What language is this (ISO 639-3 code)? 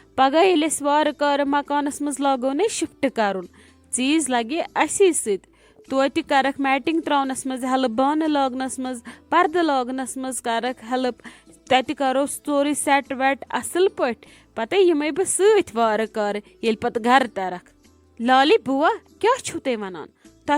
kas